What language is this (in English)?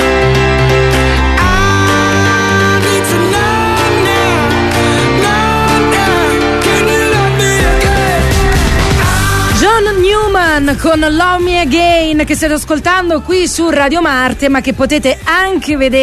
Italian